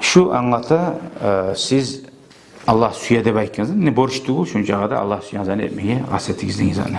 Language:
Kumyk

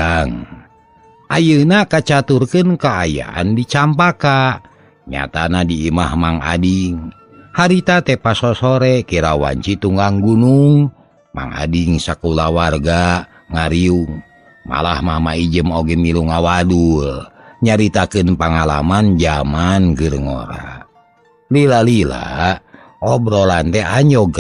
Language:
Sundanese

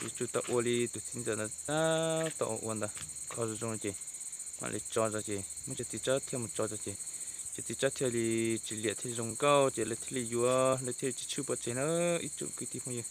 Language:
Hmong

